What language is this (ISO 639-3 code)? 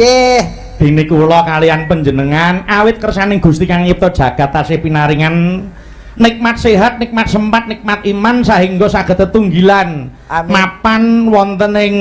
jav